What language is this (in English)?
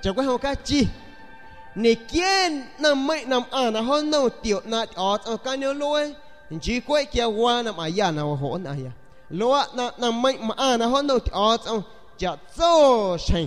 San Pedro Amuzgos Amuzgo